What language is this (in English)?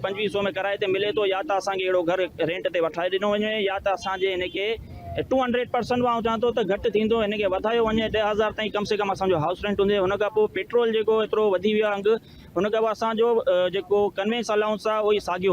Sindhi